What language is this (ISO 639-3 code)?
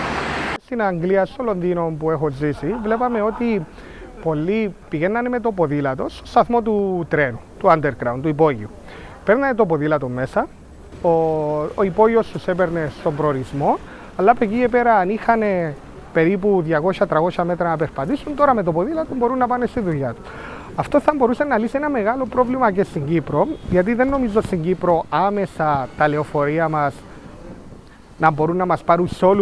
ell